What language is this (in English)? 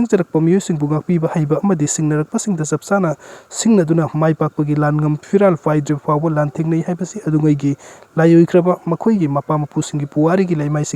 Manipuri